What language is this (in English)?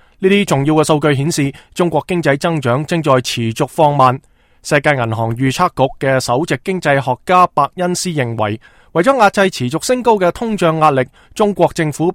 Cantonese